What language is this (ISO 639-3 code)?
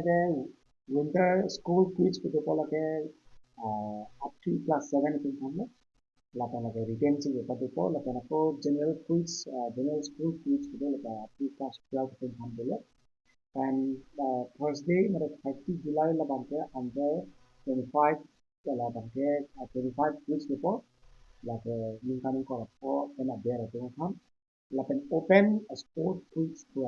mjw